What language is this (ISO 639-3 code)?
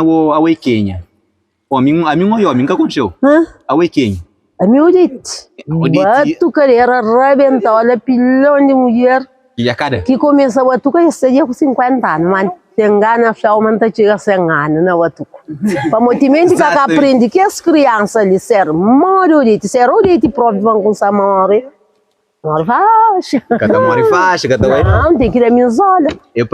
kea